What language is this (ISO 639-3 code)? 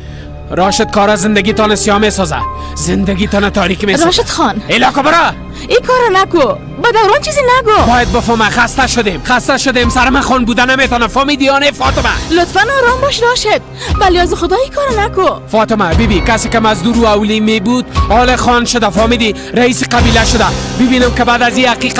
fas